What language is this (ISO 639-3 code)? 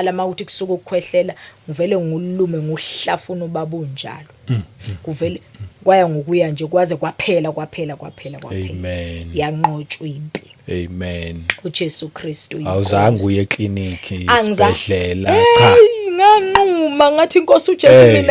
zul